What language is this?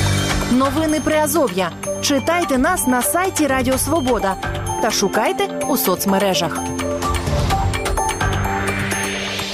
Ukrainian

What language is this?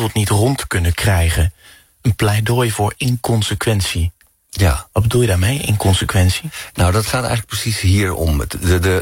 Dutch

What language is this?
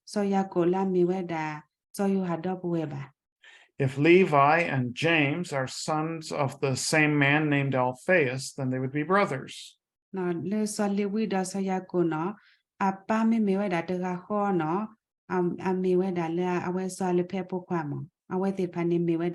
S'gaw Karen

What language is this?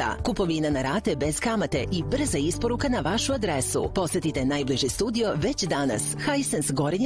Serbian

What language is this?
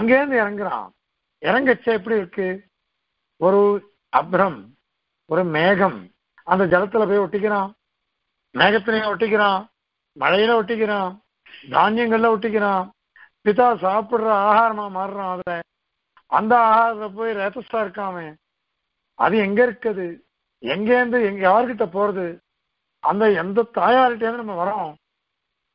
Tamil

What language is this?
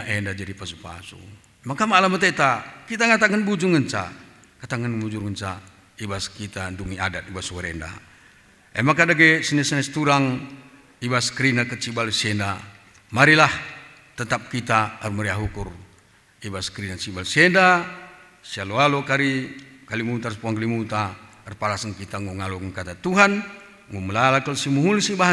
Batak Karo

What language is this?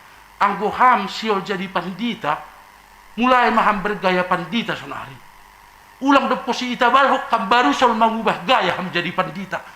Batak Simalungun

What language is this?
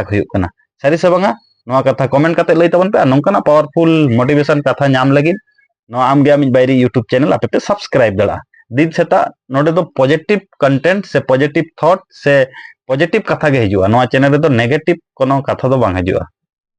Santali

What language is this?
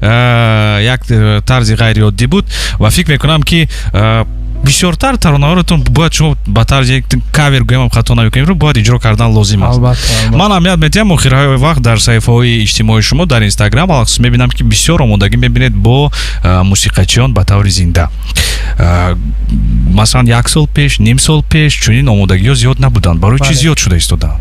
Tajik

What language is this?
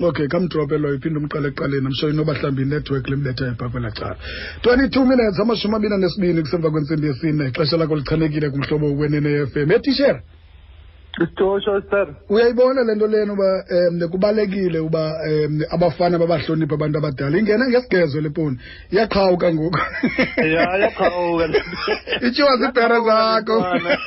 Xhosa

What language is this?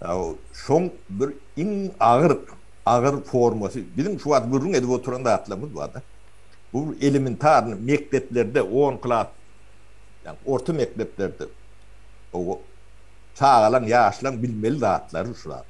Turkmen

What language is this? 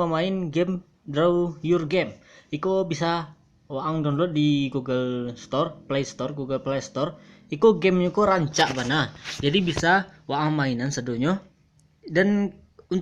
Minangkabau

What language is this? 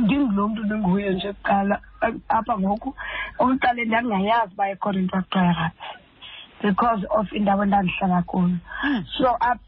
Xhosa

